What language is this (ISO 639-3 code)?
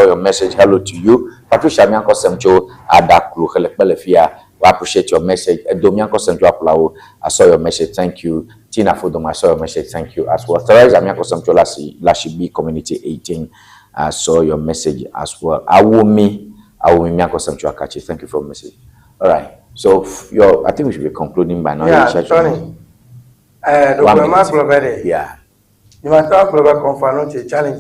ewe